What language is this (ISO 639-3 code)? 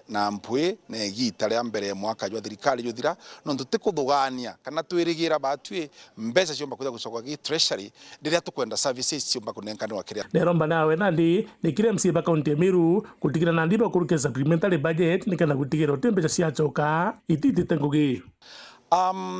mer